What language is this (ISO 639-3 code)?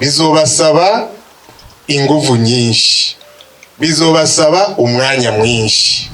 run